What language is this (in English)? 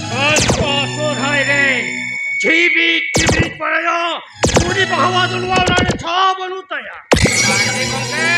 Santali